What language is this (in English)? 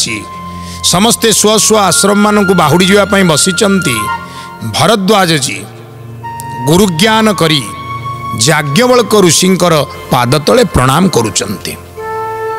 Odia